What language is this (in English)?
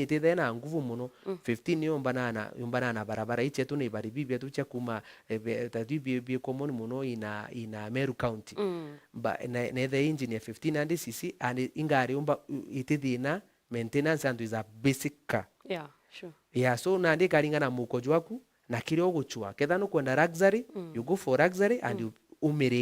Meru